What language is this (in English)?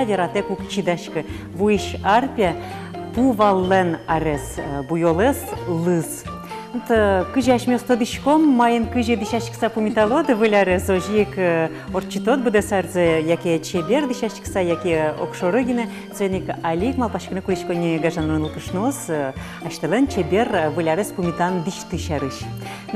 Udmurt